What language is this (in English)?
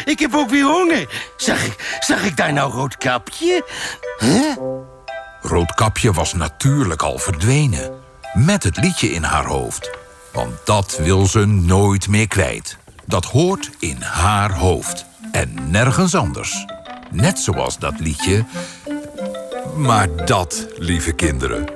Dutch